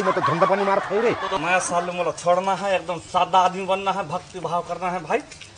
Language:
Chhattisgarhi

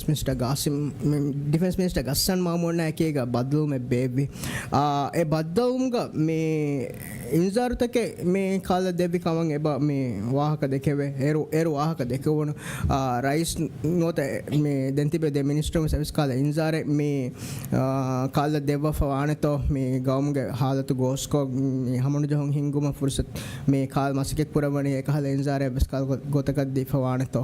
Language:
Divehi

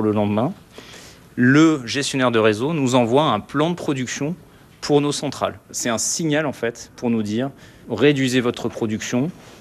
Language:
French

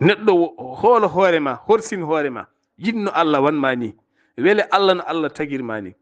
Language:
Fula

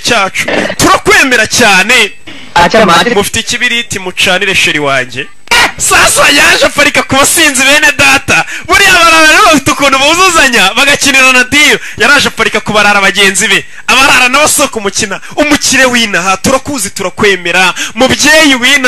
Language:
Kinyarwanda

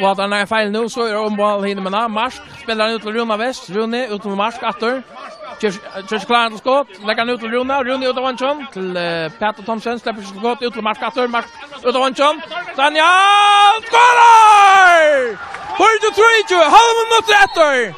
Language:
Faroese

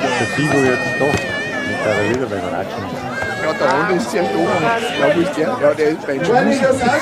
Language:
Bavarian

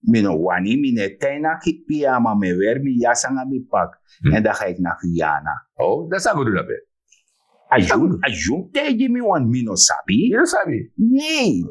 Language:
Sranan Tongo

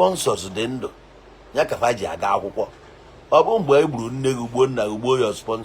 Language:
Igbo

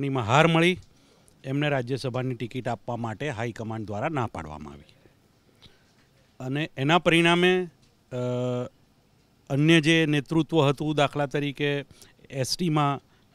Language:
Gujarati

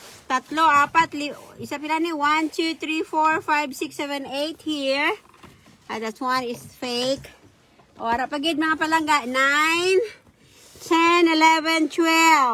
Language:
Hiligaynon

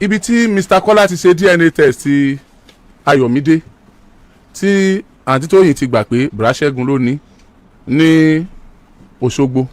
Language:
Yoruba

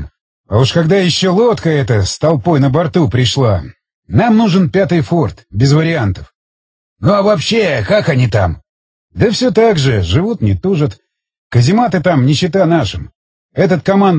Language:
Russian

